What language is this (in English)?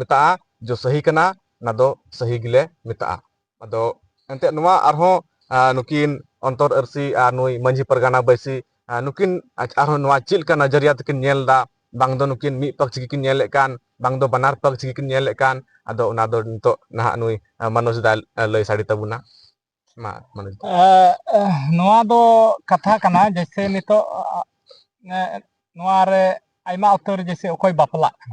Santali